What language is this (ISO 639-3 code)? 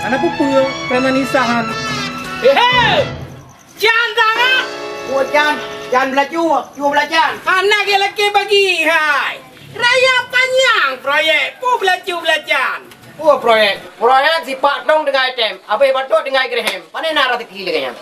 ace